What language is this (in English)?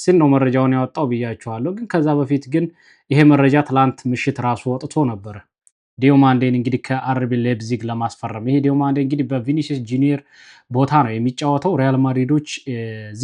Amharic